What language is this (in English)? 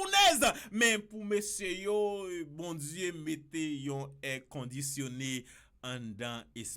Haitian Creole